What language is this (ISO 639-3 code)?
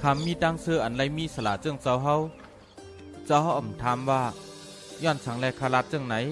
shn